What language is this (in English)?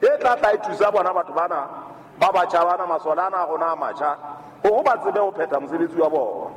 Southern Sotho